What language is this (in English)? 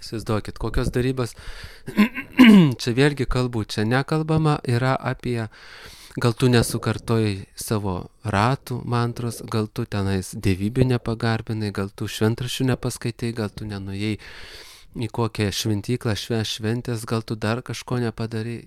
Lithuanian